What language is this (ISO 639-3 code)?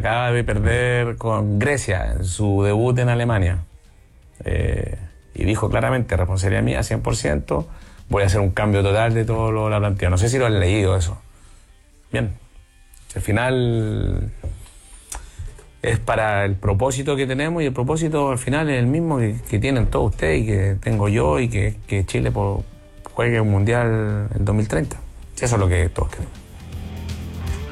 spa